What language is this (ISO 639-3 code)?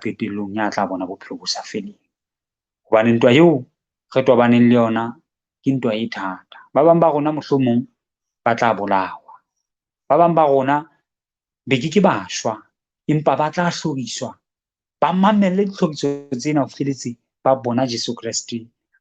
sot